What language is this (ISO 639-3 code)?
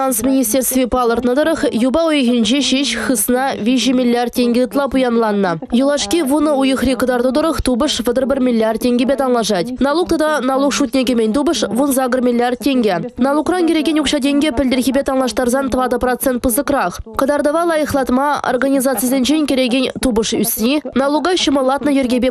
chv